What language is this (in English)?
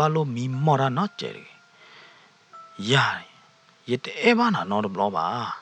S'gaw Karen